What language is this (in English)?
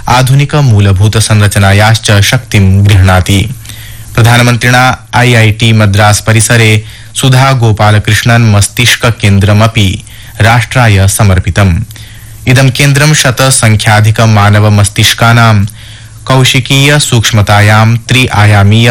Sanskrit